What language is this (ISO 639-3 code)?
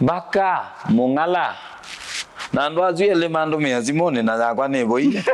kam